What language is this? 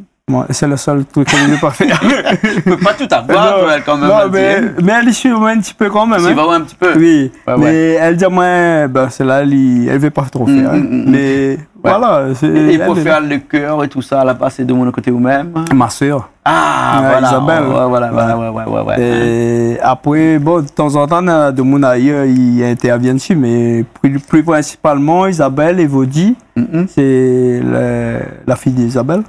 Réunion Creole French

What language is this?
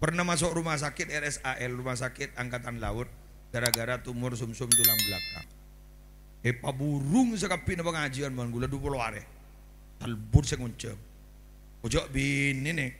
Madurese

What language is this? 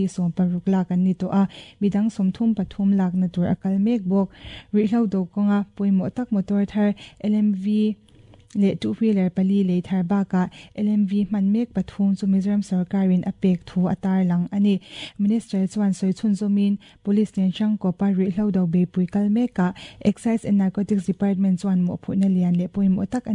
Mizo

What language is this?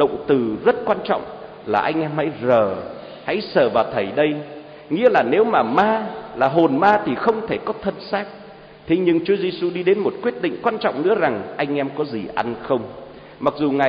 Vietnamese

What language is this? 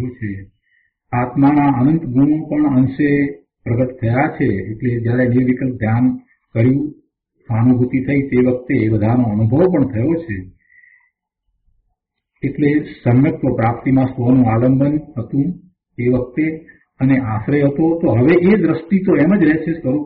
Gujarati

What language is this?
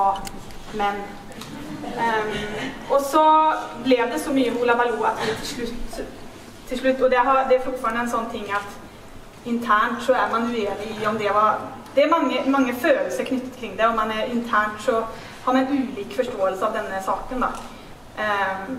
Norwegian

